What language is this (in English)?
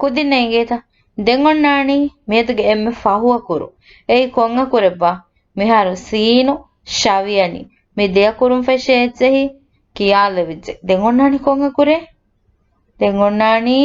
Divehi